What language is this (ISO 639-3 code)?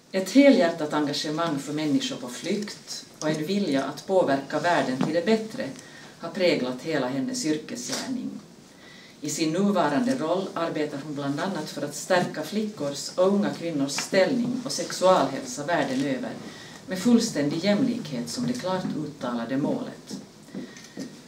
swe